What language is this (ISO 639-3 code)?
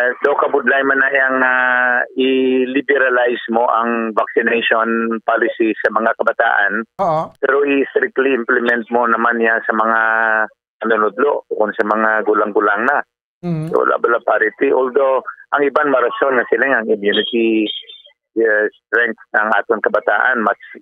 hil